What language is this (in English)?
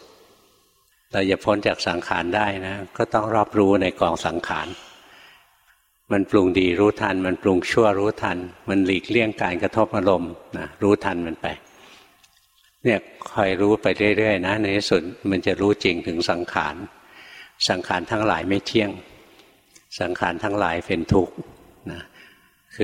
Thai